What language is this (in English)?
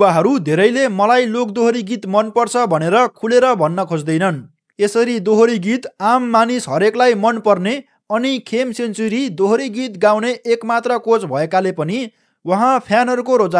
Nepali